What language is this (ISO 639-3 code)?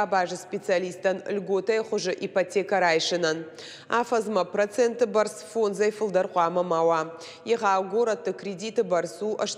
oss